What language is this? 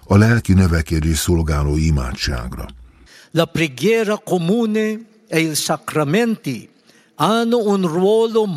Hungarian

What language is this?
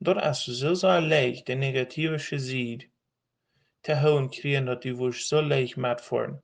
Plautdietsch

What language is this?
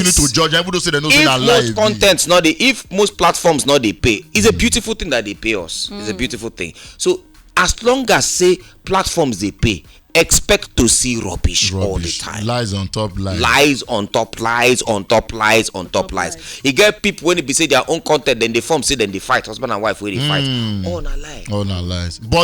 Nigerian Pidgin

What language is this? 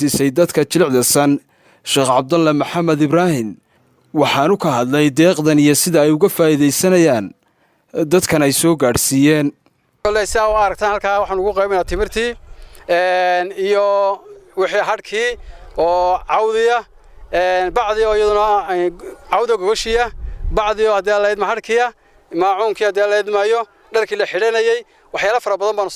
Somali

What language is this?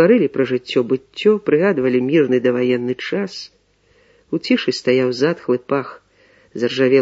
Belarusian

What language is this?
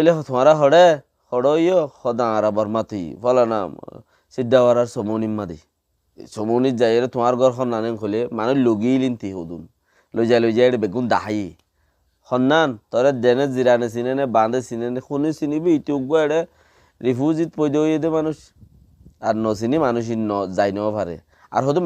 Rohingya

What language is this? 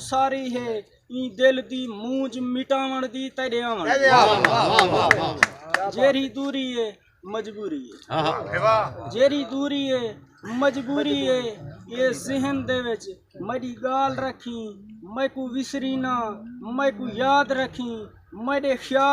Saraiki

